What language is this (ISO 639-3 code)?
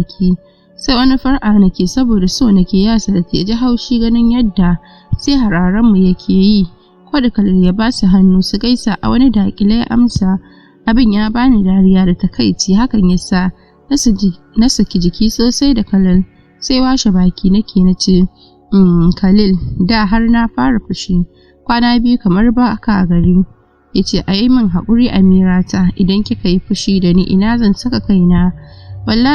hau